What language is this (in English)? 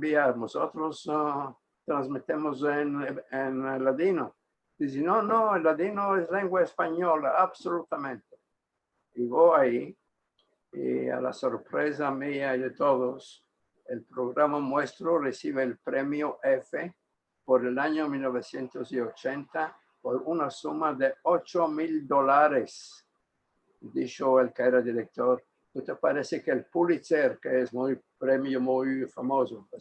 Ladino